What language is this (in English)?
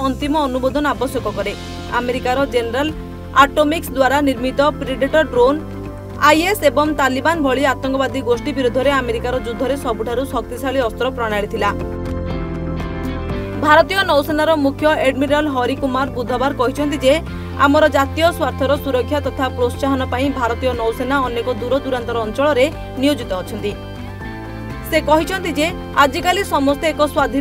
Odia